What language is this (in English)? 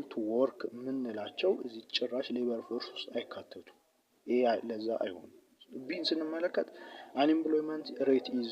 Amharic